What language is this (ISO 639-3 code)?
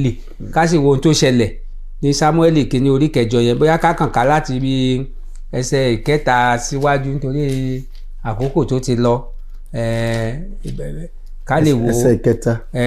yor